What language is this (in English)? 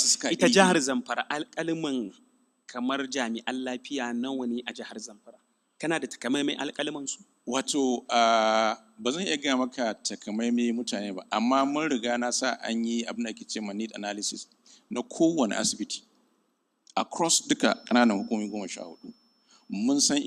Hausa